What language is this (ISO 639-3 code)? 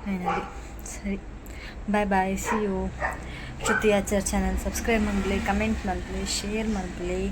tcy